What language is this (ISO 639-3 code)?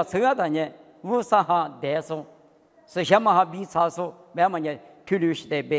lis